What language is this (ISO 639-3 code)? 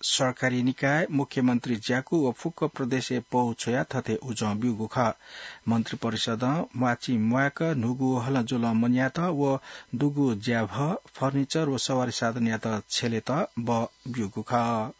new